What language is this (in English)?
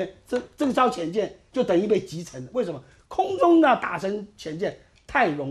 Chinese